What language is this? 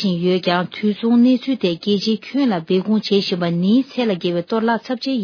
Tibetan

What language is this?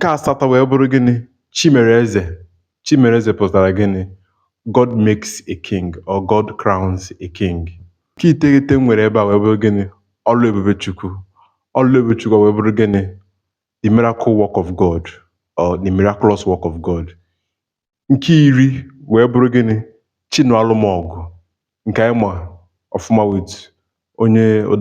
Igbo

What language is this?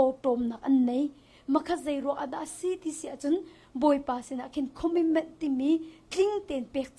Hakha Chin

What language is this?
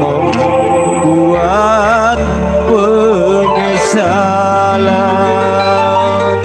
Betawi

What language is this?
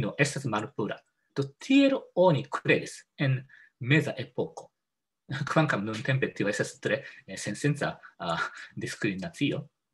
Esperanto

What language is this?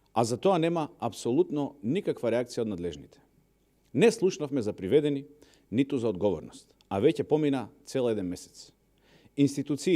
Macedonian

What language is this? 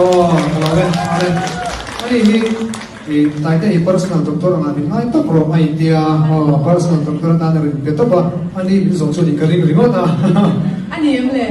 Mizo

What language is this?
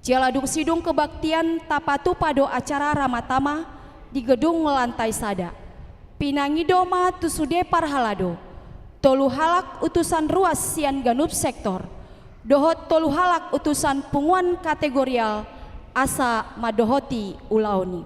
Batak Toba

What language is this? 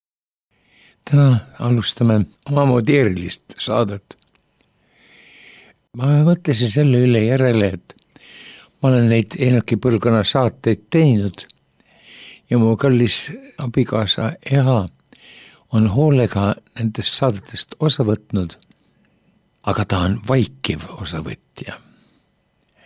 Estonian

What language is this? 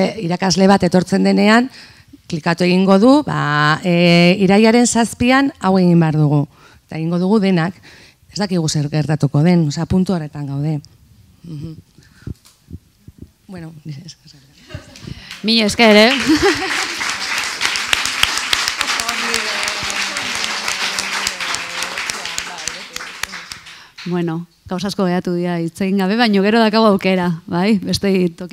Basque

